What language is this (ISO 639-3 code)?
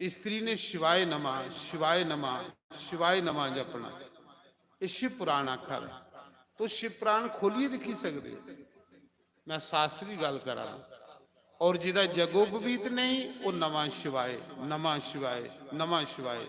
doi